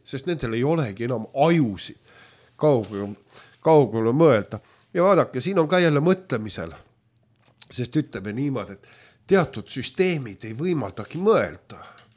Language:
Estonian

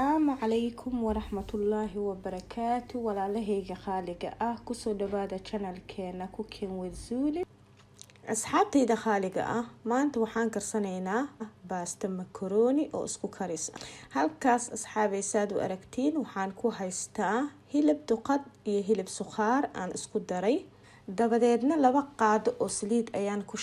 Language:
Somali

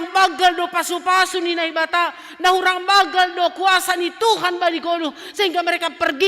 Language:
Batak Simalungun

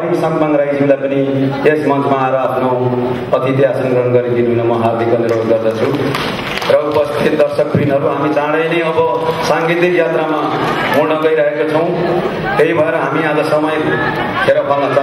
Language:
Nepali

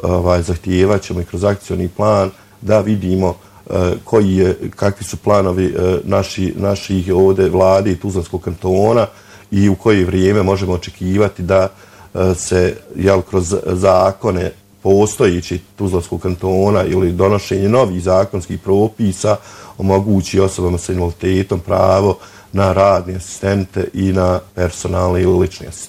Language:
Bosnian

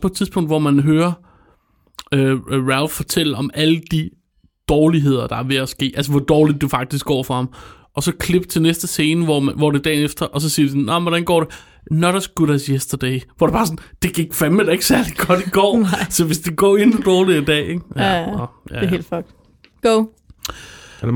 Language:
Danish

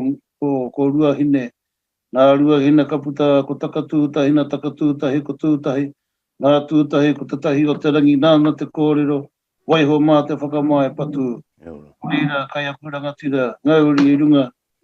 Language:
Māori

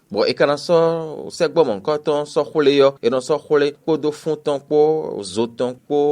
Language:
Fon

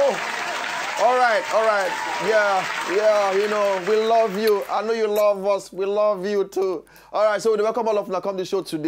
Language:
Nigerian Pidgin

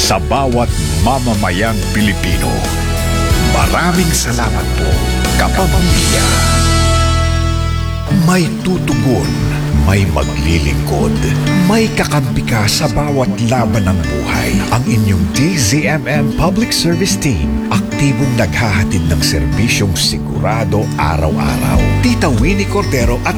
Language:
Filipino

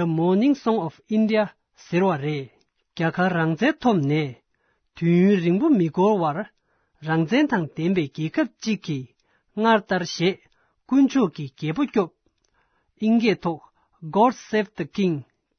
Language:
Tibetan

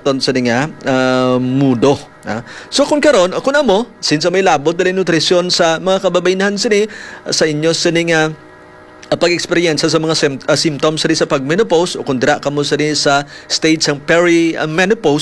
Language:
Hiligaynon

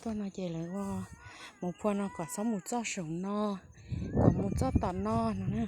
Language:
Hmong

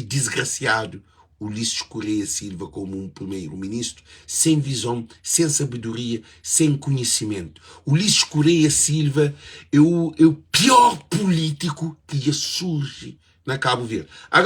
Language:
Kabuverdianu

